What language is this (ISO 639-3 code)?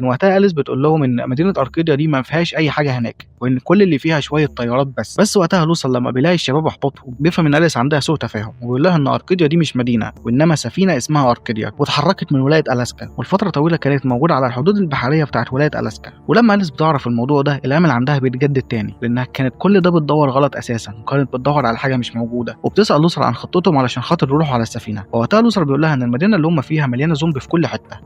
arz